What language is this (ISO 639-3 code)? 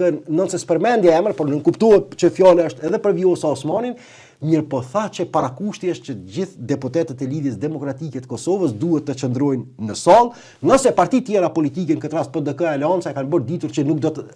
sqi